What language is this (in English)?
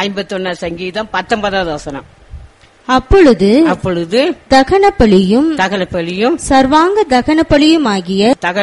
Tamil